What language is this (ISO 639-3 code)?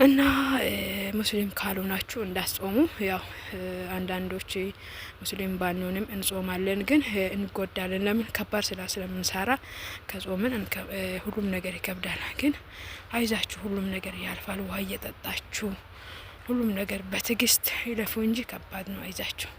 amh